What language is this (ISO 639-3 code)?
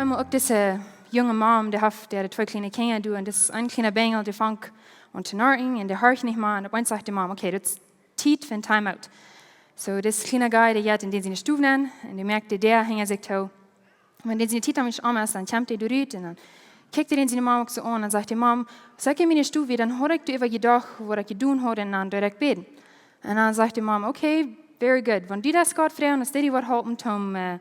pdt